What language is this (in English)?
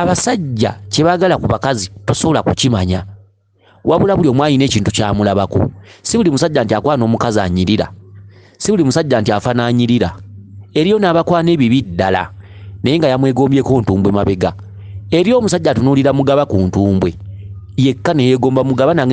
Ganda